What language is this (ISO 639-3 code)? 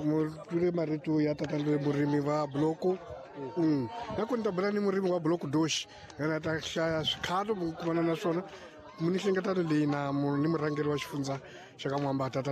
tso